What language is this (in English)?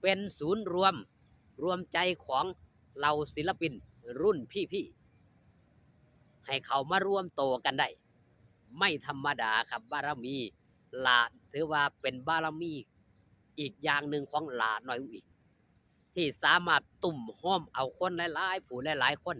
Northeastern Thai